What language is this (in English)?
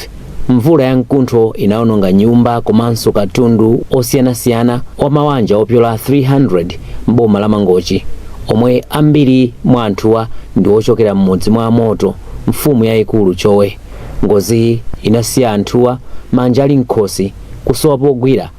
Nyanja